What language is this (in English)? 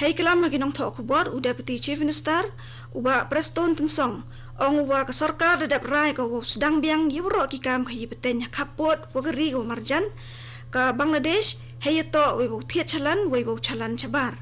Khasi